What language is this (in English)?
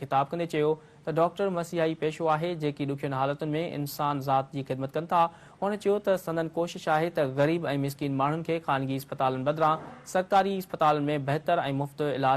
Sindhi